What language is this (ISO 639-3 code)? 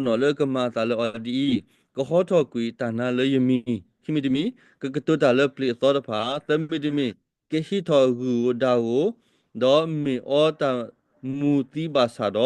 ksw